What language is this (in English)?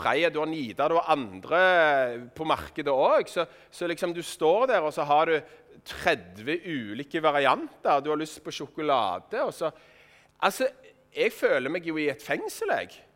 Norwegian